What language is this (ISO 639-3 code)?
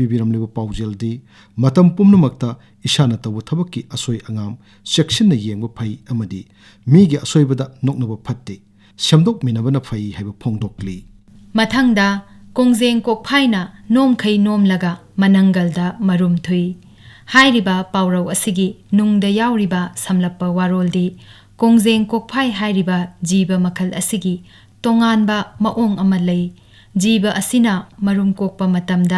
mni